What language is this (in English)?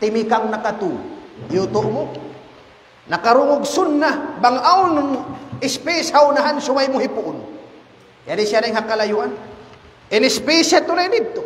Tausug